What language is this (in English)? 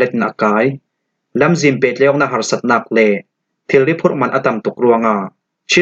Falam Chin